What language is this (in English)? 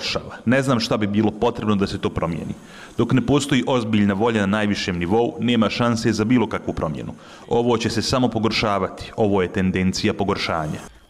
Bosnian